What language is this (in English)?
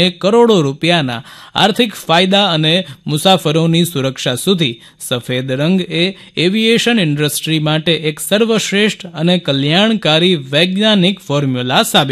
Gujarati